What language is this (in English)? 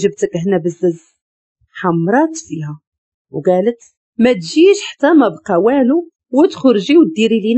Moroccan Arabic